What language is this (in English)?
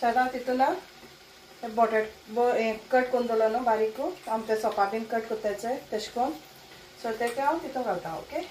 Konkani